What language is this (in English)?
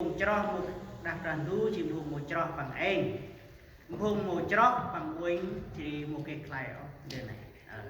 Central Mnong